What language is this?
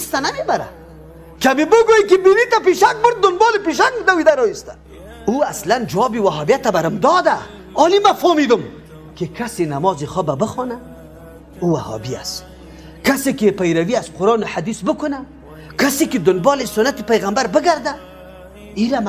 Persian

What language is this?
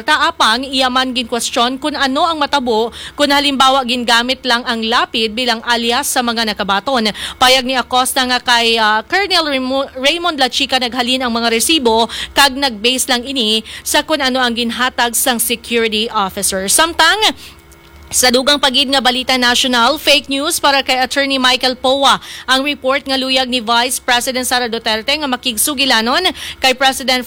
Hiligaynon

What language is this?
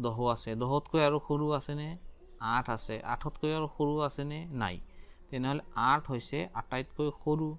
Assamese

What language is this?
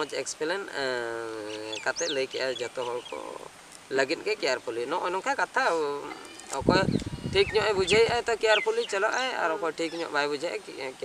Santali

